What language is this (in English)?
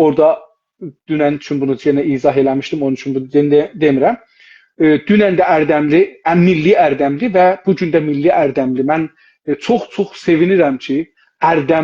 South Azerbaijani